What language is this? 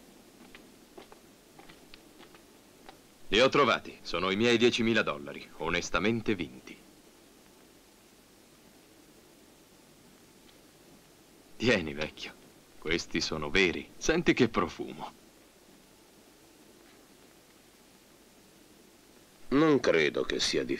Italian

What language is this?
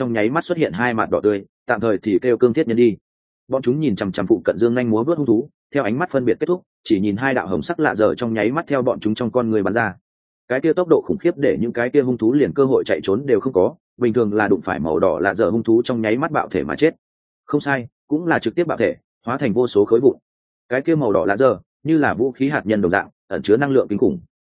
Vietnamese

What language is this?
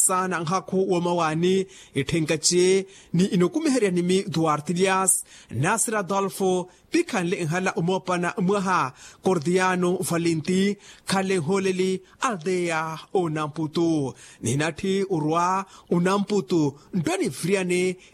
Makhuwa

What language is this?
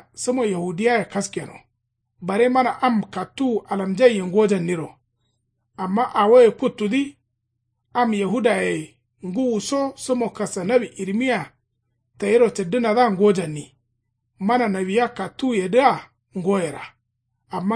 Kanuri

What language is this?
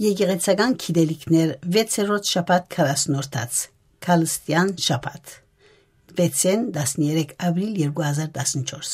Armenian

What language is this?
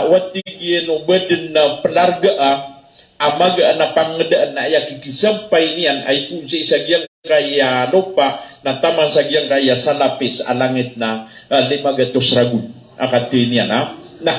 Maranao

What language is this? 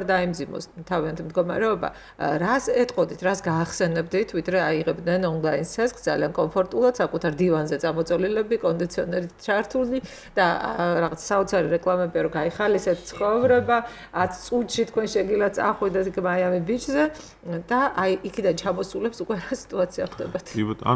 Georgian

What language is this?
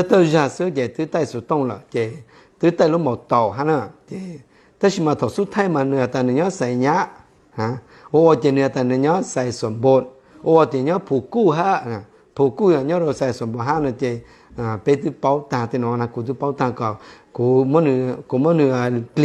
Hmong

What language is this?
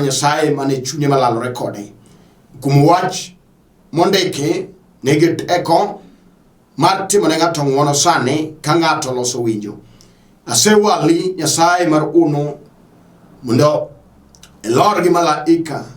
Luo (Kenya and Tanzania)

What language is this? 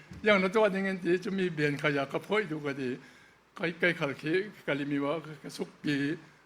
Falam Chin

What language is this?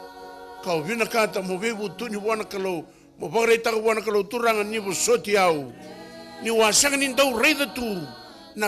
Fijian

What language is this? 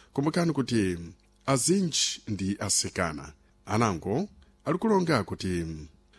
Sena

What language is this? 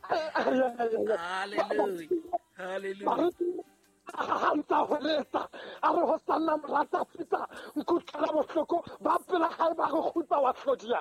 Southern Sotho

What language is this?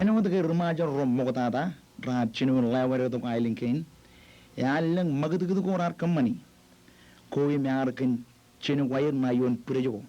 Marshallese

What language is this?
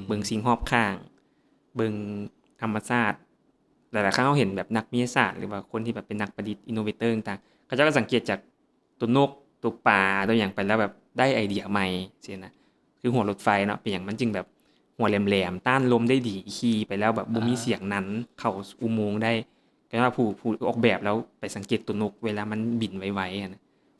Lao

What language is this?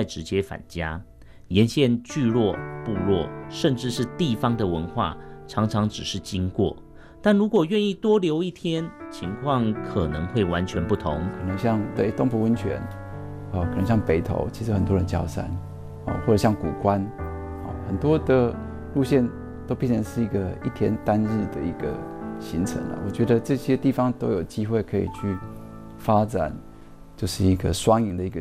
Chinese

